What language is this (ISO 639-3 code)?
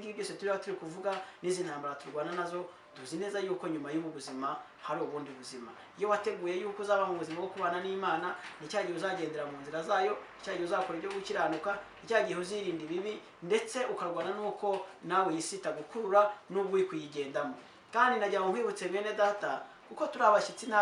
kin